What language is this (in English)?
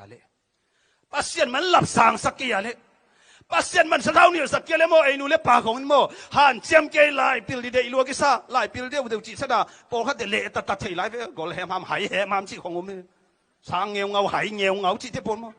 Tedim Chin